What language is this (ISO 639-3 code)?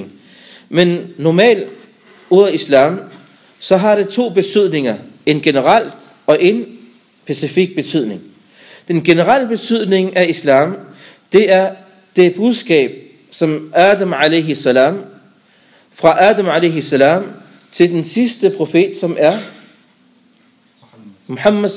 dan